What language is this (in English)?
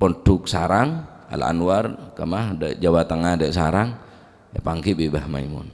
Madurese